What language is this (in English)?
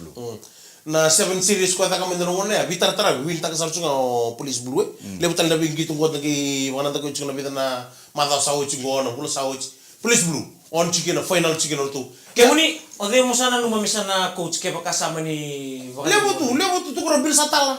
Fijian